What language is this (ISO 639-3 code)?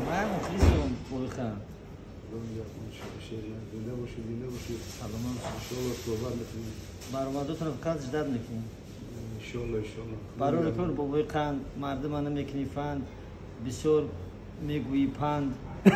tgk